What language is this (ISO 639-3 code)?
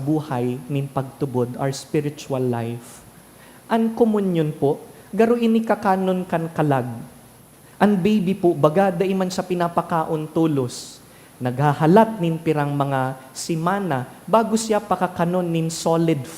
bik